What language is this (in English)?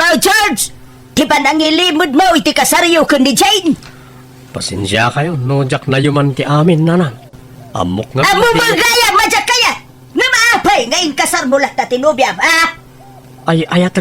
Iloko